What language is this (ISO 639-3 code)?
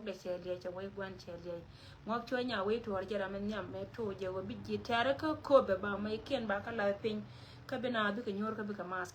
nus